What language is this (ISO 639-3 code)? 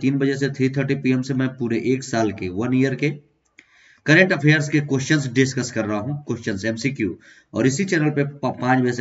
hin